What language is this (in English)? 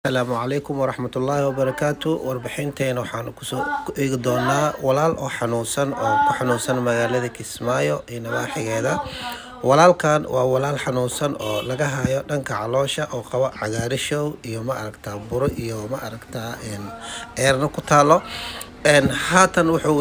Somali